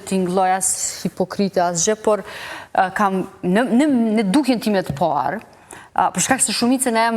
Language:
Albanian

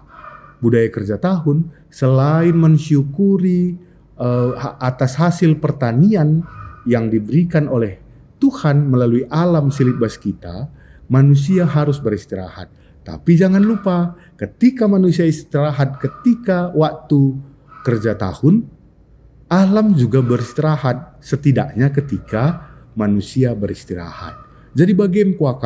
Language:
Batak Karo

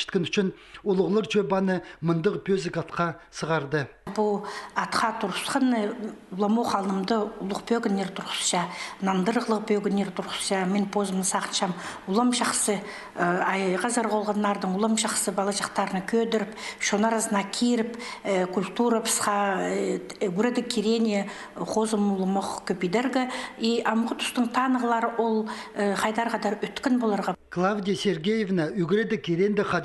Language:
Khakas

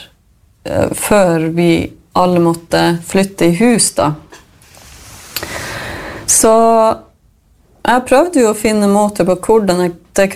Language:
Norwegian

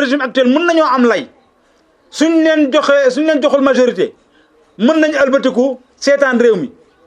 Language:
Wolof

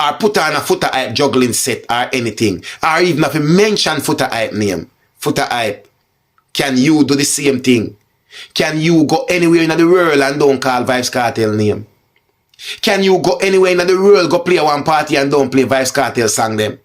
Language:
Jamaican Creole English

